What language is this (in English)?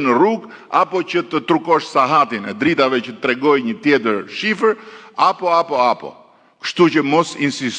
Albanian